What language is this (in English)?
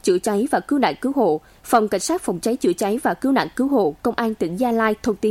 Vietnamese